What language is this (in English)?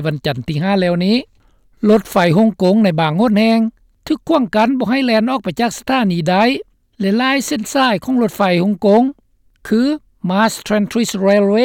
Lao